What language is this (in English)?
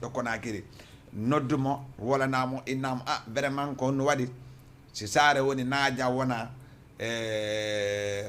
Fula